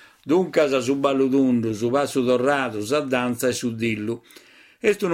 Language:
Sardinian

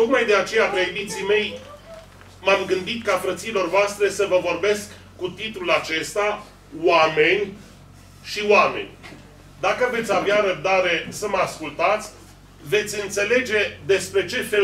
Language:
Romanian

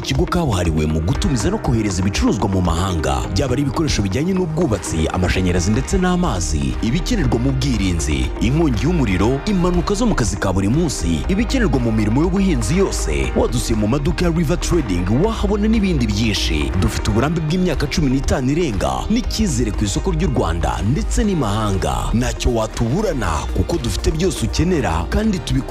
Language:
Kinyarwanda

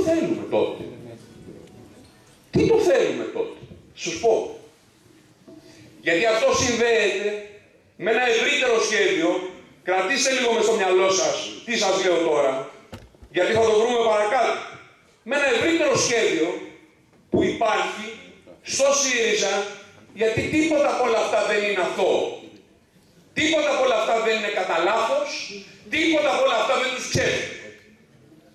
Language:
Greek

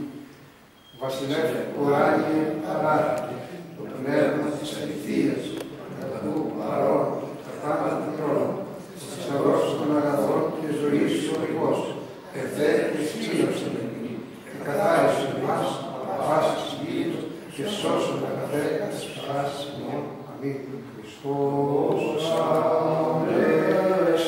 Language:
Greek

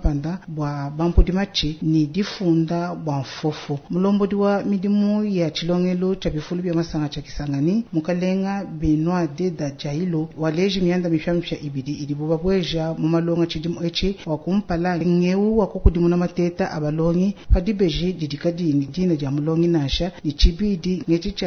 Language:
Luba-Lulua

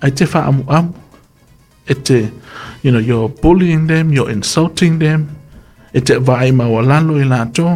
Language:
Samoan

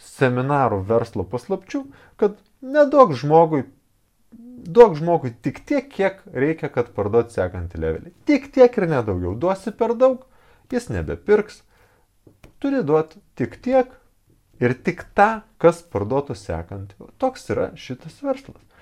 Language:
Lithuanian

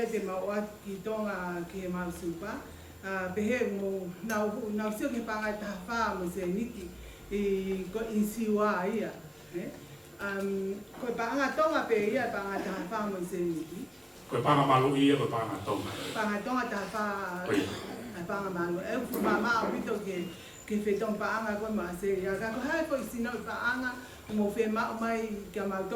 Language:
Tongan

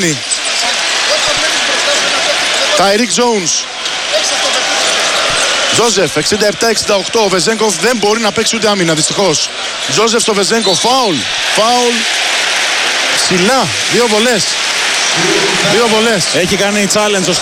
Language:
Greek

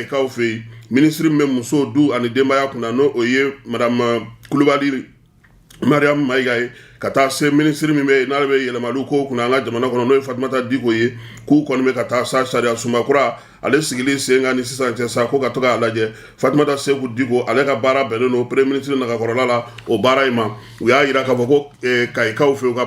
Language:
Bambara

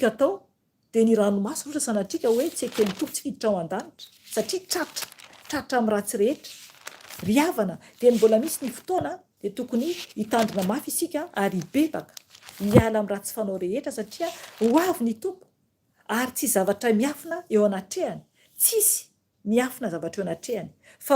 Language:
Malagasy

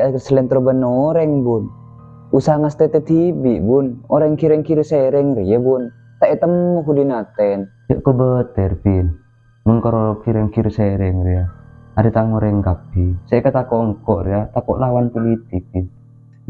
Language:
Madurese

